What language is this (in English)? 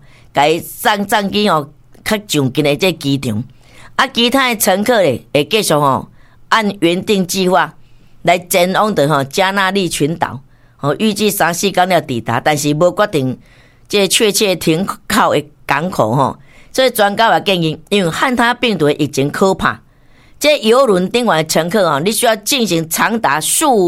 Min Nan Chinese